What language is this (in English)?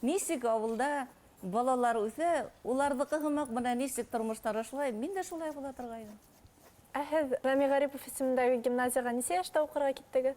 Bashkir